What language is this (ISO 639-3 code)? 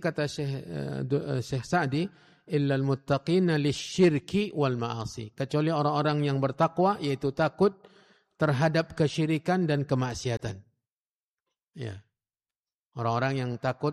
ind